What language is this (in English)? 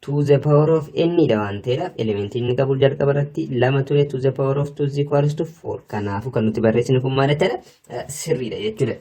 Oromo